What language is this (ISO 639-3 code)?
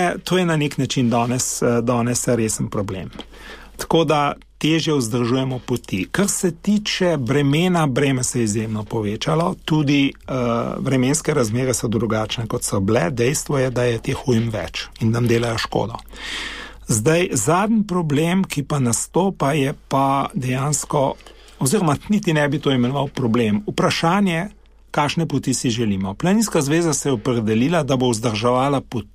slv